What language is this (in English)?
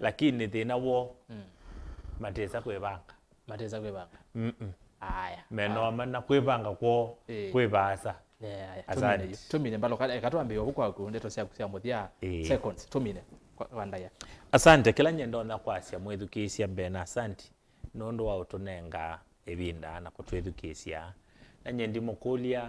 Kamba